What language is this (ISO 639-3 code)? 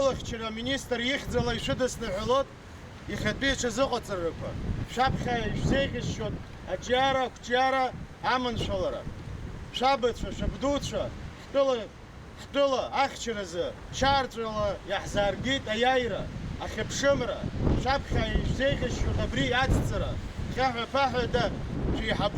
abk